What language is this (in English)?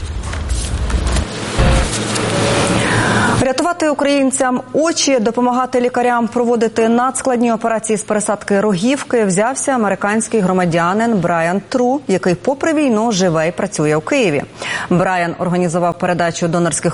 Ukrainian